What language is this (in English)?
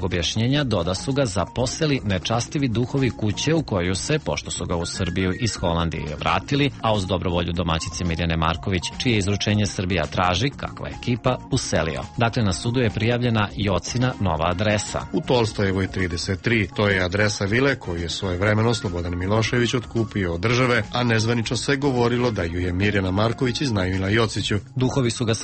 Serbian